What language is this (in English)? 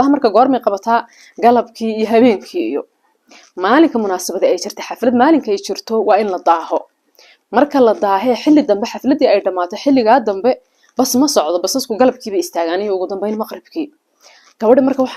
Somali